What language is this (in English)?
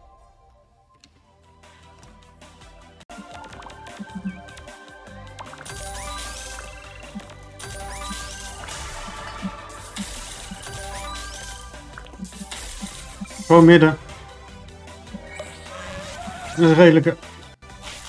Dutch